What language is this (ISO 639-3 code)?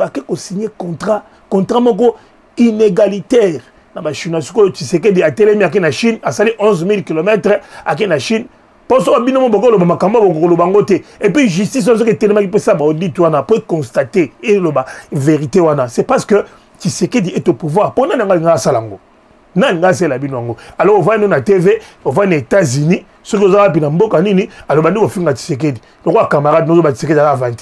lin